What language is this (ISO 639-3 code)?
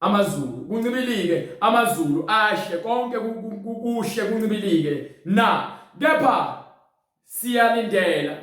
zul